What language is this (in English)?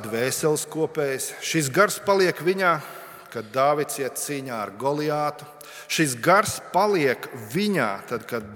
Latvian